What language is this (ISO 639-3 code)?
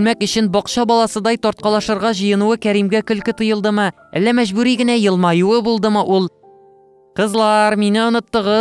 tat